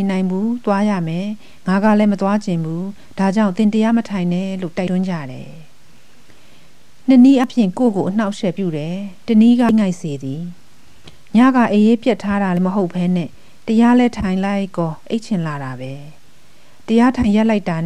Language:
Burmese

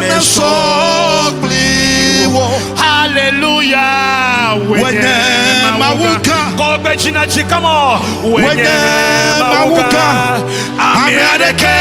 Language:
Ewe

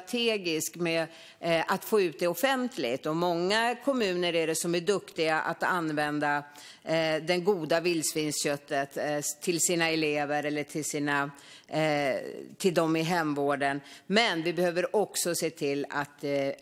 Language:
Swedish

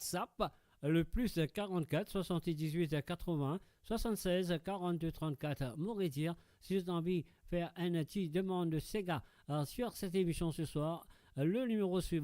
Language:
Morisyen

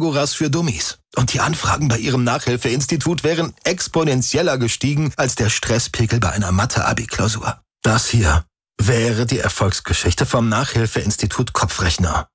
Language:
German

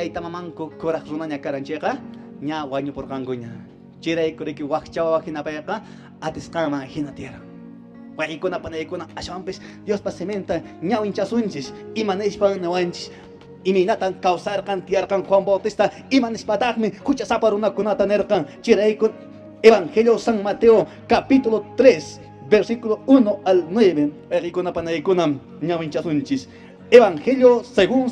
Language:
Quechua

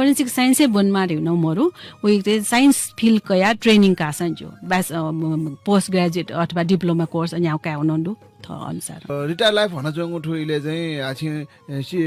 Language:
Newari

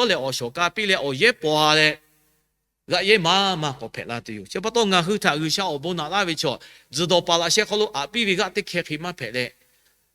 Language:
Lahu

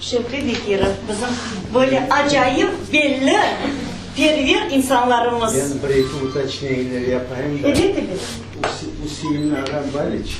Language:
Crimean Tatar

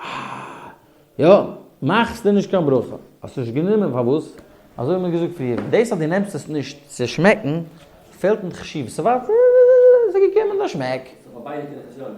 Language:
Yiddish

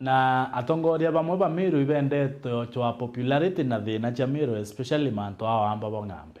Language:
Meru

